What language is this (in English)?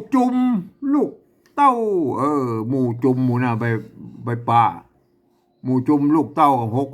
Northern Thai